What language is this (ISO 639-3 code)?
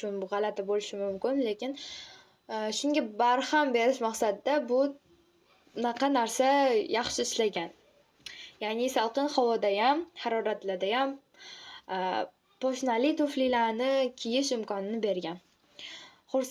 uzb